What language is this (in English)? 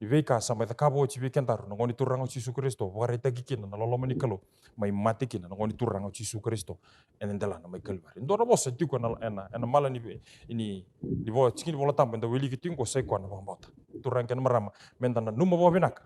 Fijian